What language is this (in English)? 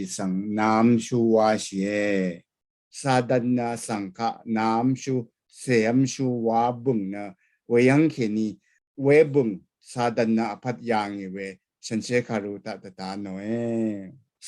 Rawang